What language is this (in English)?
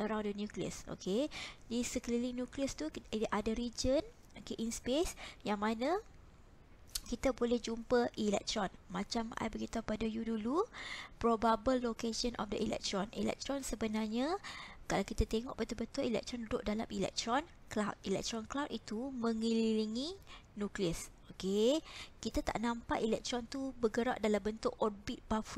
Malay